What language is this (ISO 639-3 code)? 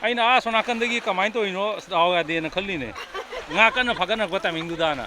mni